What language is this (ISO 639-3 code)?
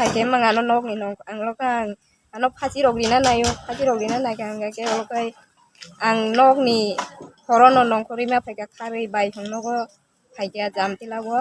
trp